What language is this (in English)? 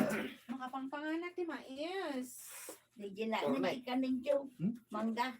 Iloko